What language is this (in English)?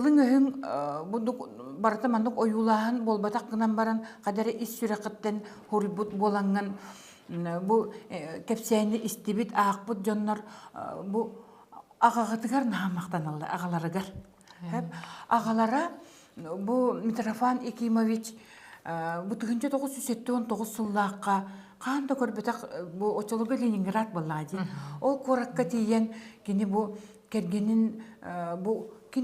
Yakut